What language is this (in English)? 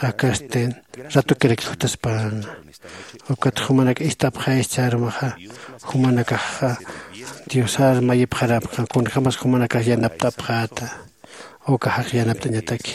Aymara